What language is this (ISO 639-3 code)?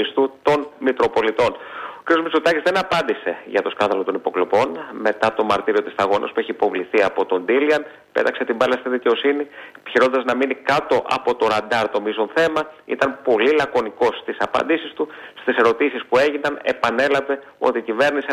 ell